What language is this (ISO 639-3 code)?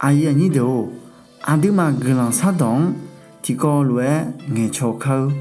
ahk